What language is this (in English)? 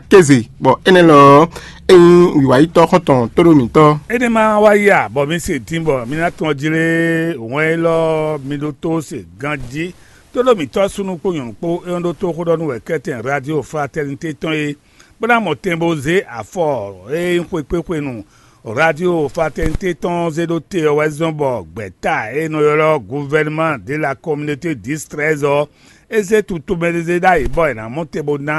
Fon